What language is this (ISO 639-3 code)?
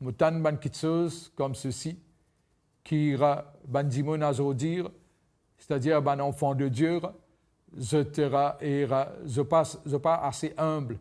mfe